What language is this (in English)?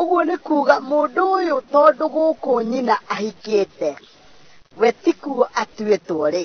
Kikuyu